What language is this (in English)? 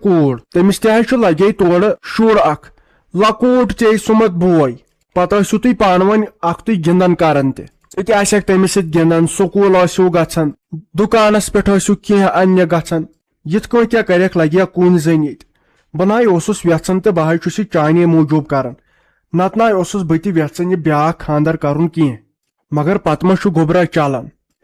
Kashmiri